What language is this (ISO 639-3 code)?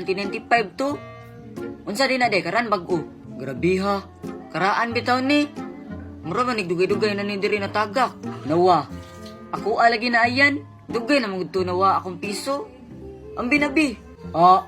ceb